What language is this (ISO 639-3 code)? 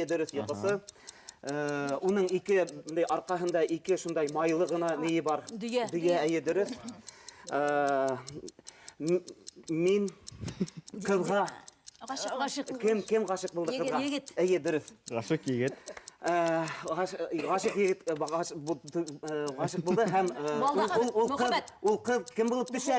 bak